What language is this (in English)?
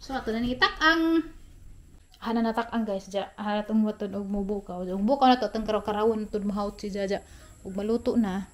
Cebuano